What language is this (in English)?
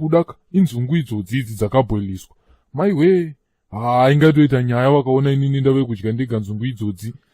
Shona